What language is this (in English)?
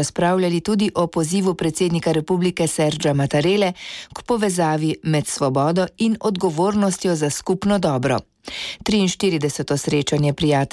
Slovenian